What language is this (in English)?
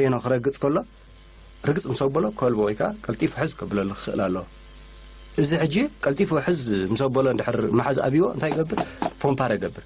Tigrinya